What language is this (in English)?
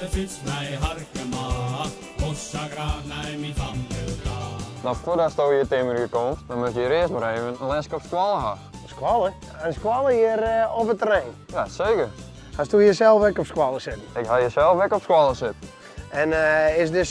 Western Frisian